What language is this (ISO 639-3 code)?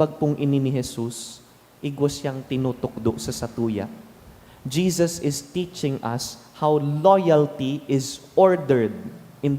bik